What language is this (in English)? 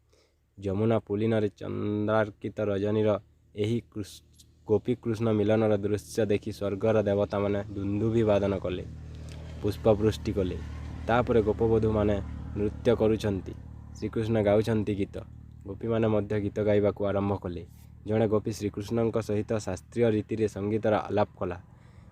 Odia